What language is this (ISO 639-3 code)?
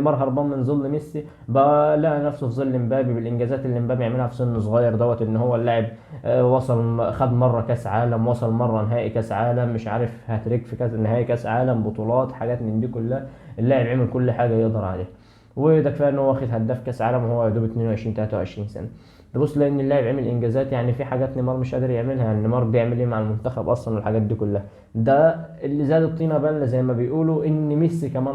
arz